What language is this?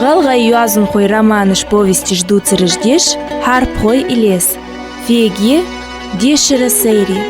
Ingush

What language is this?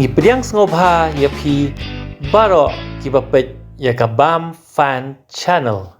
Khasi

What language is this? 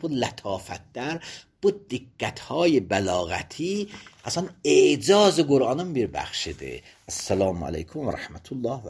Azerbaijani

